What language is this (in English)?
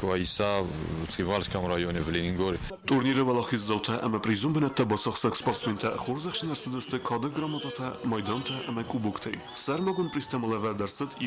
Ossetic